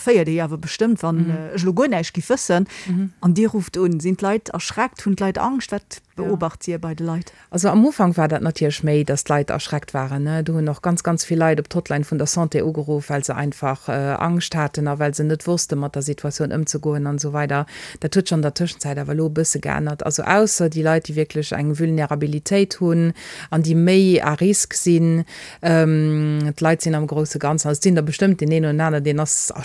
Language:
Luxembourgish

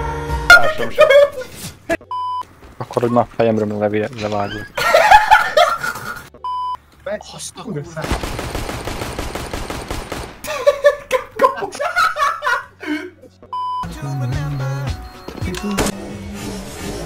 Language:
Hungarian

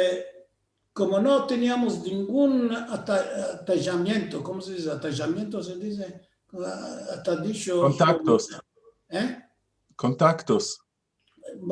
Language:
Ladino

